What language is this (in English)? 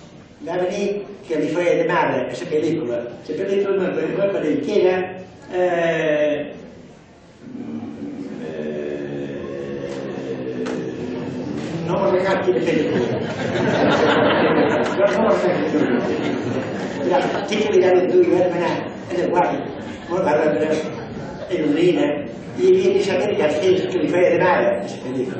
Catalan